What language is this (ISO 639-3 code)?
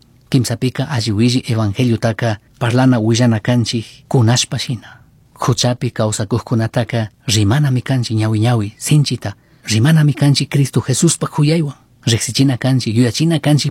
qug